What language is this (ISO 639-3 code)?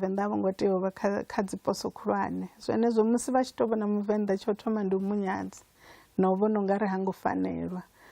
ven